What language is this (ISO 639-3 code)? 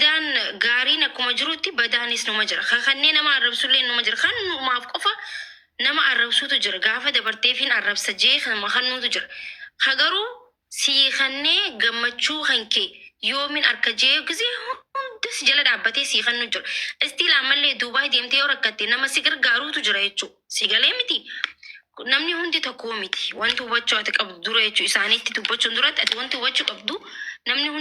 orm